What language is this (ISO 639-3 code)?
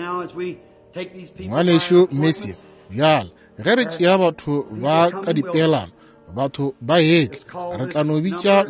nso